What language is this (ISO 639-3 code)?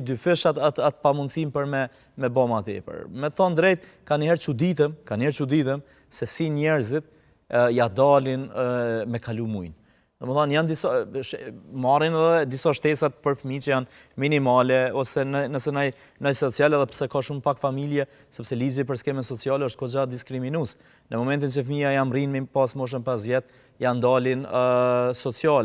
sqi